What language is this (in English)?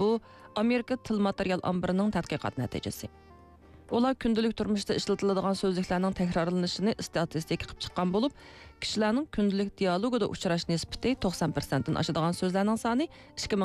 Uyghur